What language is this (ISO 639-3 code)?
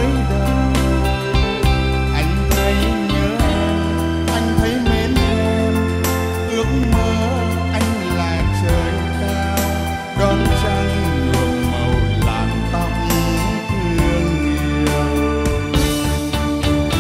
vie